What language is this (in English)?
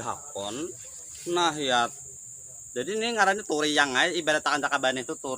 Banjar